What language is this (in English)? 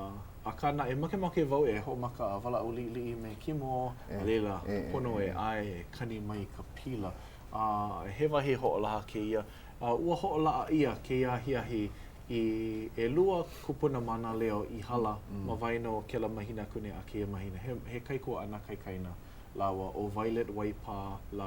Hawaiian